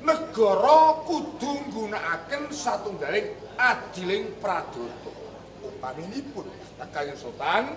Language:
Javanese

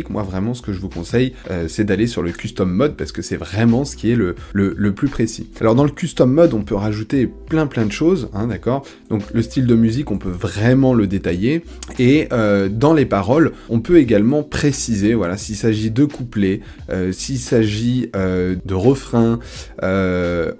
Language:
French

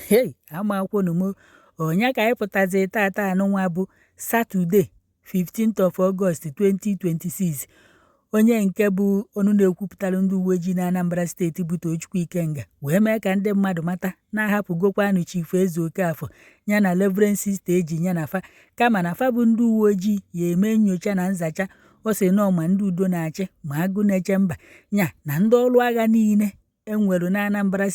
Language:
Igbo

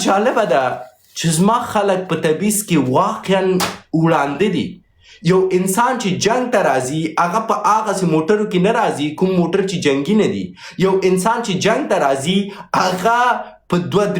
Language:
Pashto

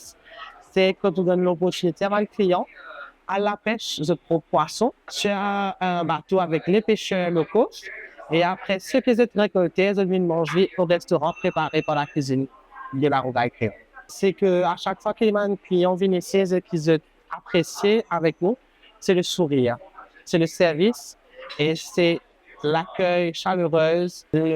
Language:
Morisyen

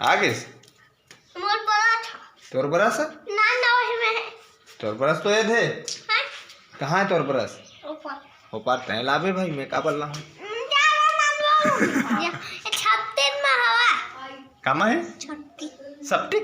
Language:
Chhattisgarhi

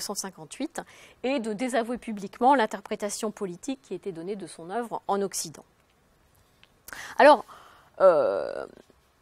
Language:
French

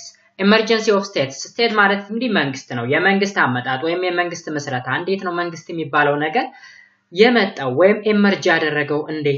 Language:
Amharic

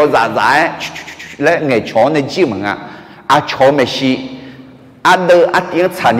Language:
Akha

